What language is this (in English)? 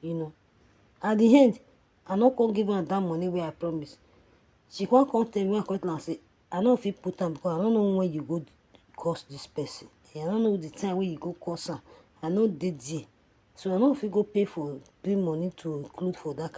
Nigerian Pidgin